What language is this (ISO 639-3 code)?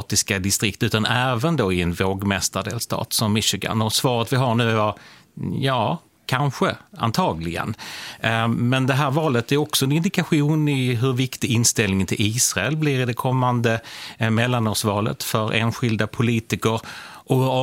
swe